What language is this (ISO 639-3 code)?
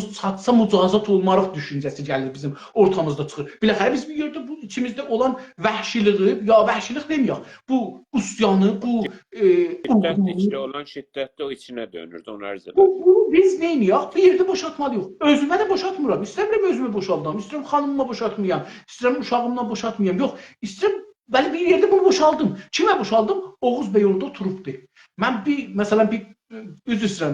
azb